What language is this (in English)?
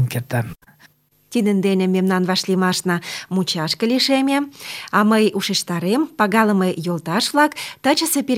Mari